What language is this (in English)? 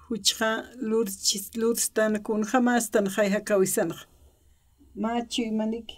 Aymara